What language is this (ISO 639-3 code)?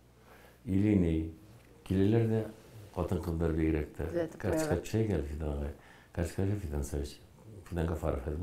bak